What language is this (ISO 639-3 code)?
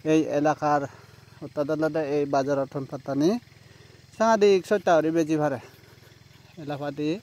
ccp